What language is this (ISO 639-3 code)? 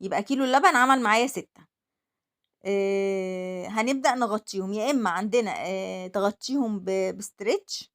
arz